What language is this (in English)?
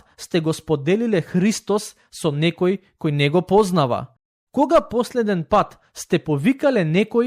Macedonian